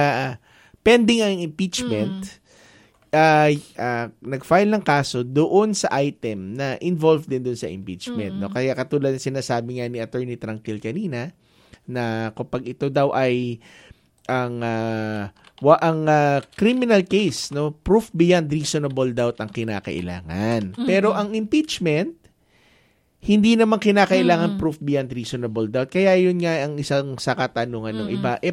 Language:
Filipino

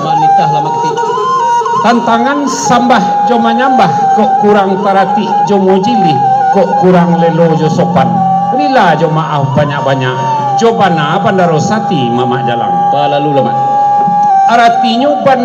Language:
Minangkabau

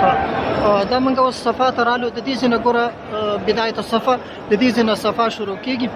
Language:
Pashto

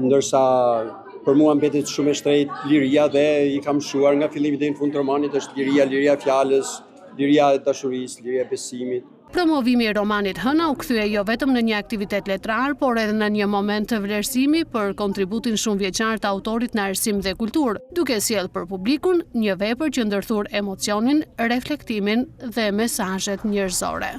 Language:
Albanian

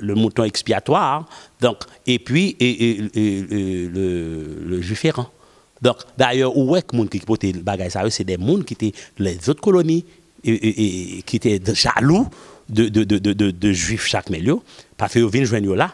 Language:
Haitian Creole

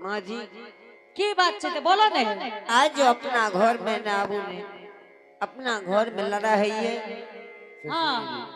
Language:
Angika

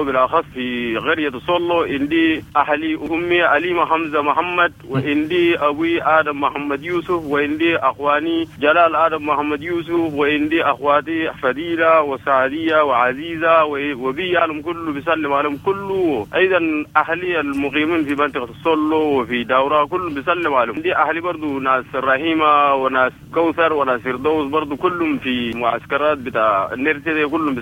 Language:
Sudanese Arabic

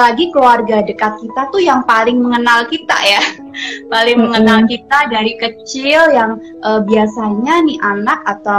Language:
Indonesian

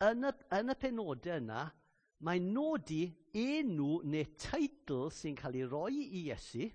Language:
Welsh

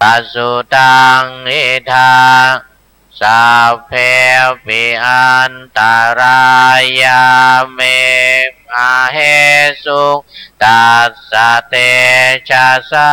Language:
Pali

